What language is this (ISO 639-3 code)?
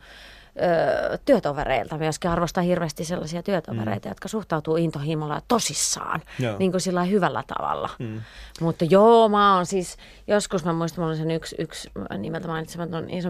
fin